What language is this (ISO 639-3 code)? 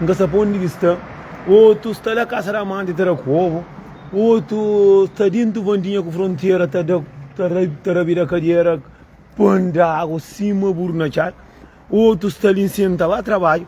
kea